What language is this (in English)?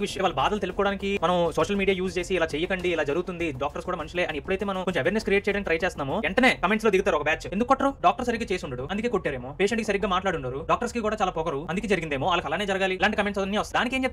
Telugu